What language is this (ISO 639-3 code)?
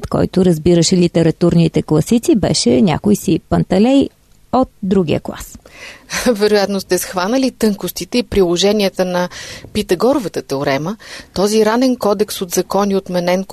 bul